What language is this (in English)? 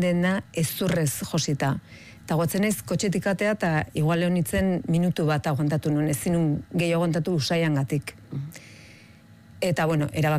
Basque